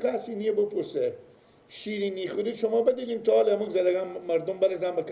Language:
Persian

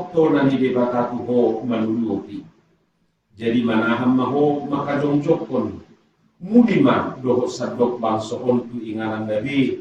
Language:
Batak Toba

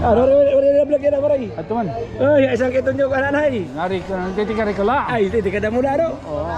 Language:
Waray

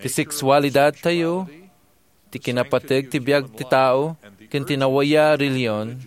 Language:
Iloko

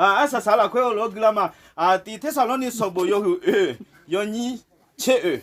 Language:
Akha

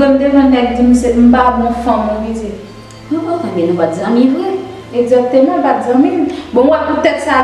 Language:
Haitian Creole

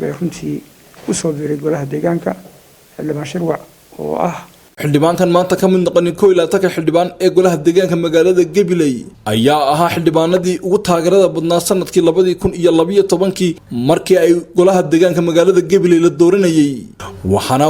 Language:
Somali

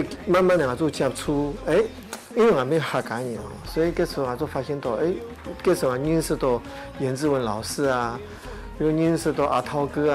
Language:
Hakka Chinese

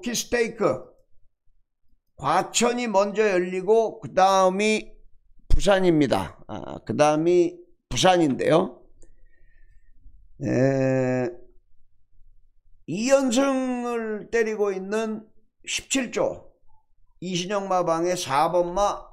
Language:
Korean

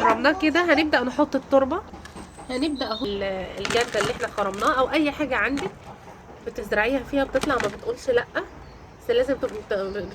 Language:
Egyptian Arabic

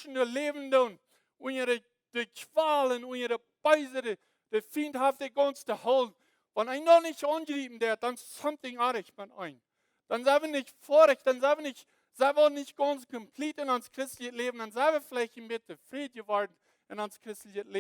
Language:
Plautdietsch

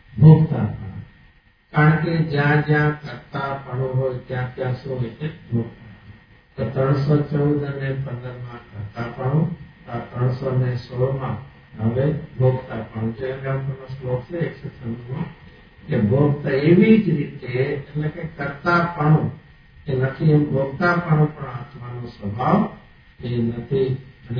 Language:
Gujarati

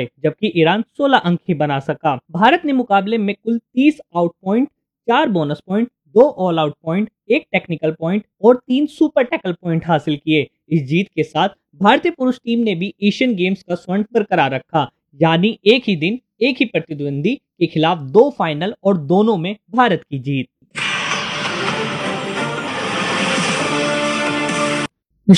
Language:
Hindi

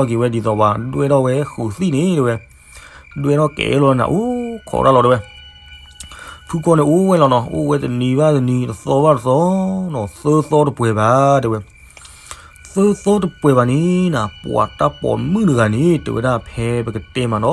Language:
S'gaw Karen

